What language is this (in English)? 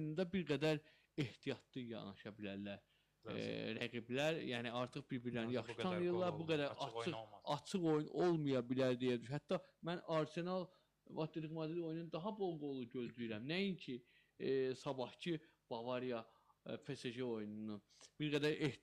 Azerbaijani